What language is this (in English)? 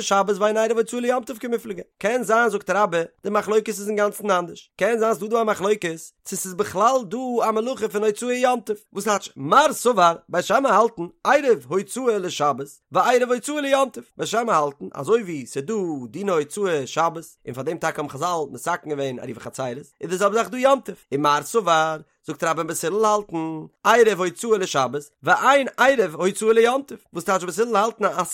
Yiddish